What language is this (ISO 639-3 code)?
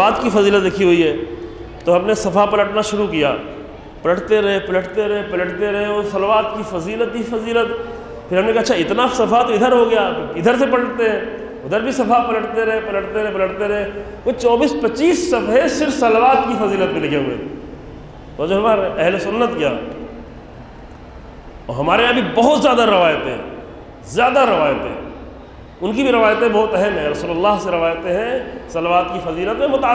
urd